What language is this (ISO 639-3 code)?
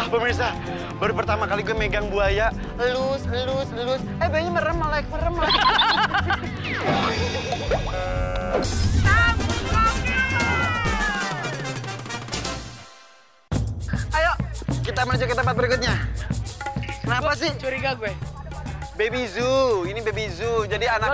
ind